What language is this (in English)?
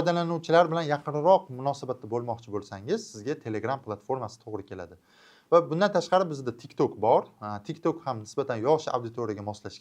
Uzbek